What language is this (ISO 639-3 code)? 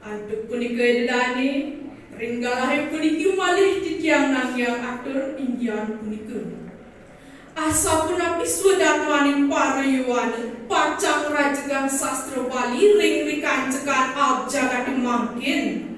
ban